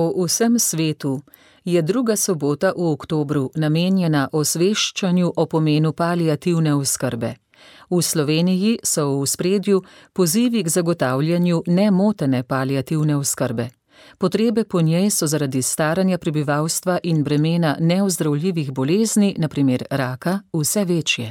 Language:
Slovenian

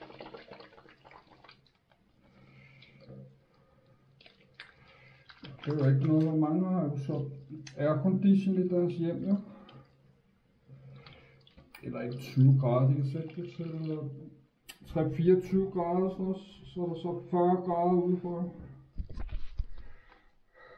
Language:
Danish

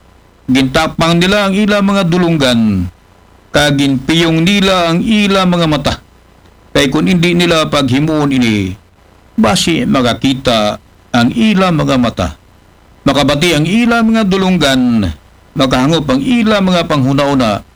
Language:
Aklanon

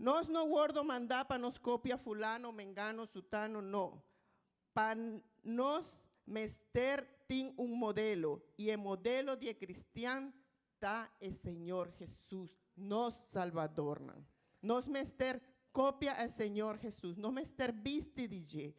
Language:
Papiamento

